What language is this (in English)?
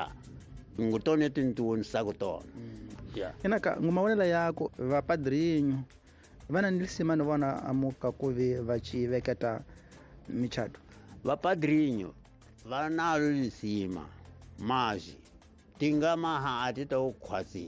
Tsonga